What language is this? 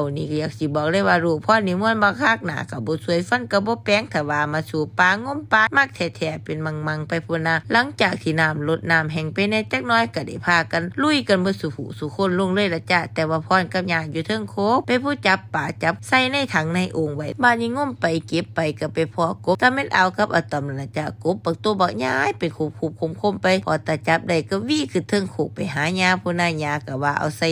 Lao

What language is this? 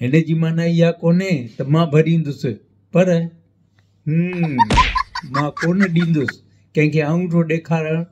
Sindhi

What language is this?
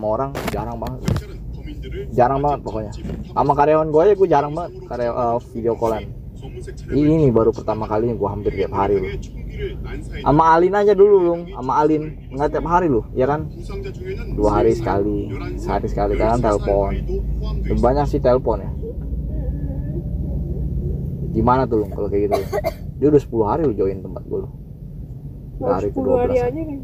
Indonesian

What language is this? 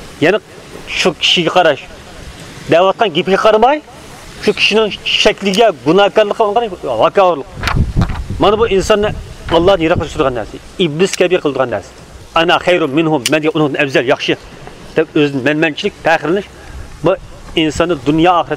Uyghur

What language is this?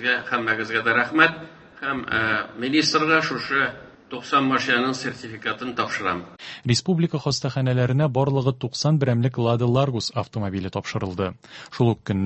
Tatar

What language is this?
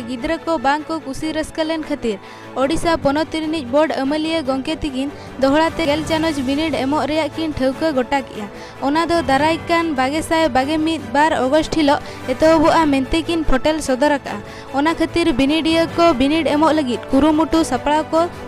Santali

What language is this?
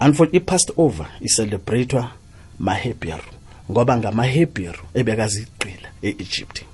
South Ndebele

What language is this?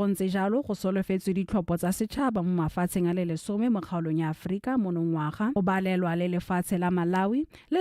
Tswana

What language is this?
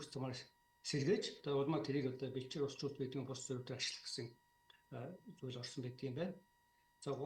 Mongolian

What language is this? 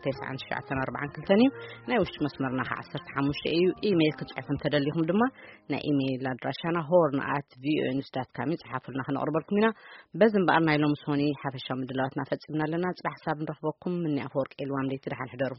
Tigrinya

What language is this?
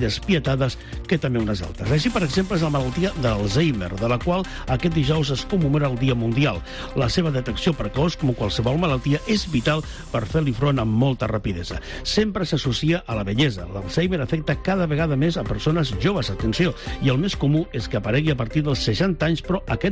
Catalan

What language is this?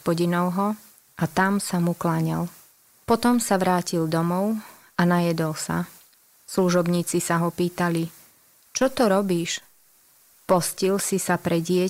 Slovak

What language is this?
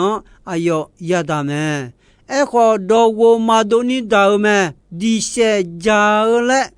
Akha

